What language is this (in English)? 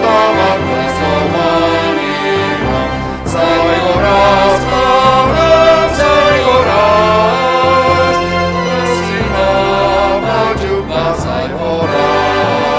Batak Simalungun